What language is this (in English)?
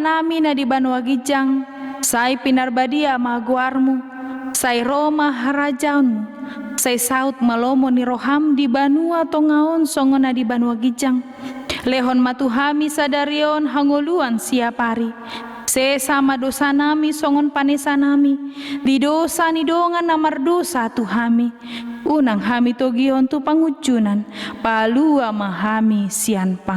Batak Toba